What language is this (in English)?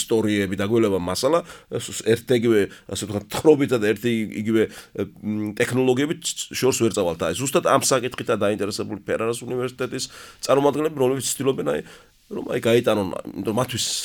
Georgian